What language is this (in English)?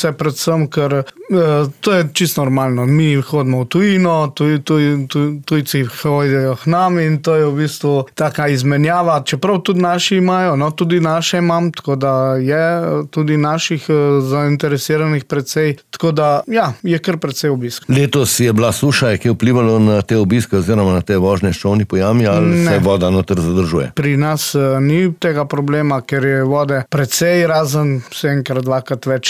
Slovenian